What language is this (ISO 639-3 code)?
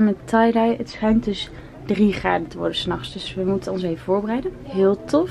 nld